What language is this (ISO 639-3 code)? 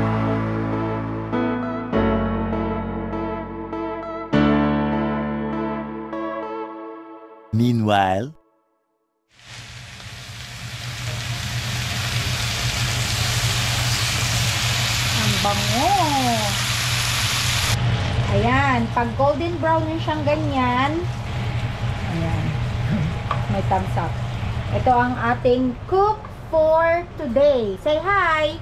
fil